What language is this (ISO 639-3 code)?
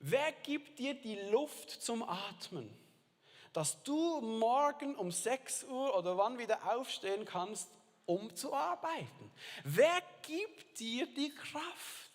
gsw